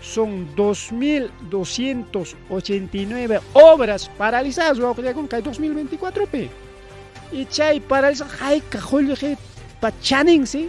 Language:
Ayacucho Quechua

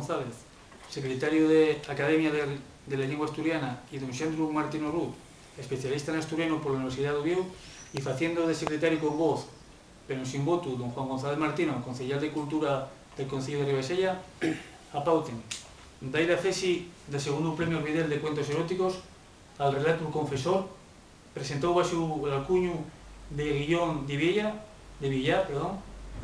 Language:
Asturian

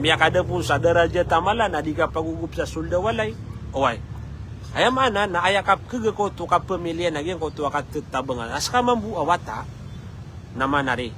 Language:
Maranao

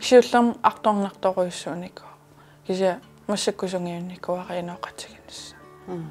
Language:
Kalaallisut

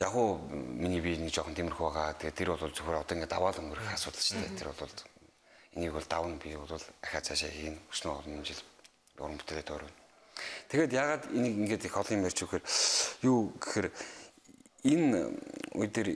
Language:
Mongolian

